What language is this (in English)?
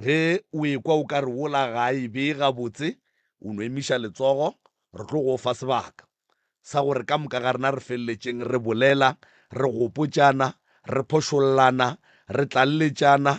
Northern Sotho